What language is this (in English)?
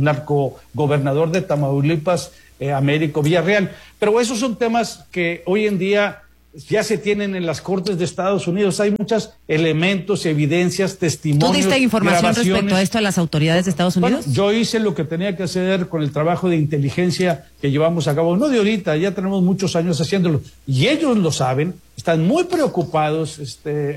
Spanish